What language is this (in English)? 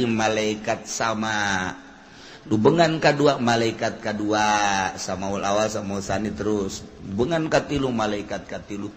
Sundanese